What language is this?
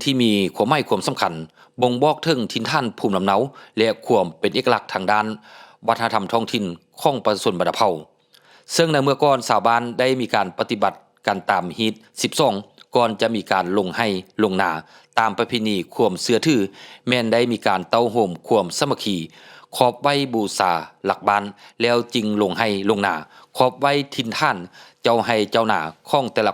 Lao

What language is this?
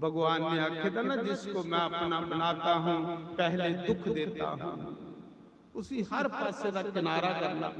Dogri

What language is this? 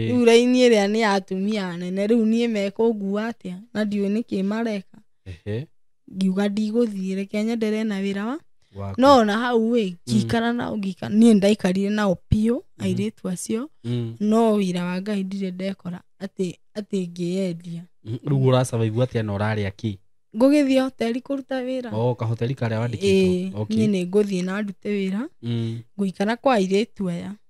Kikuyu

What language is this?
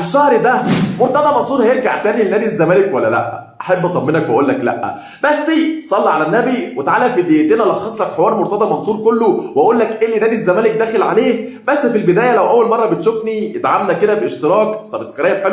Egyptian Arabic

